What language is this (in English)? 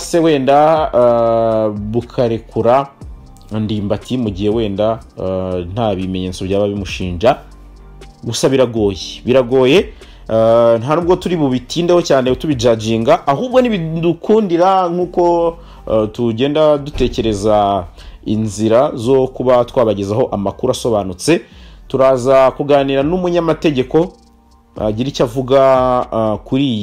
Kinyarwanda